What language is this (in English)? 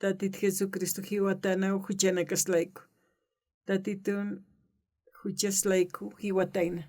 Aymara